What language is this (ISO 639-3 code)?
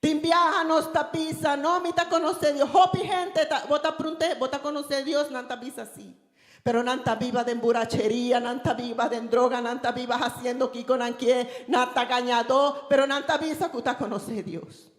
pap